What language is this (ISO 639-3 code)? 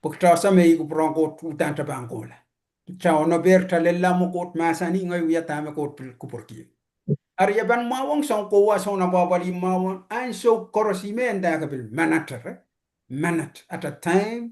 pon